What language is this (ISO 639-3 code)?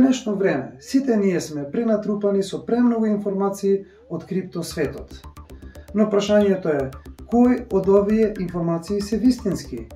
mkd